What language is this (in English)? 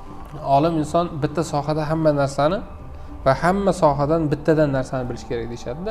Uzbek